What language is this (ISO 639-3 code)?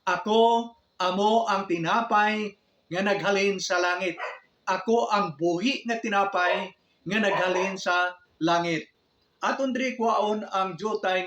hil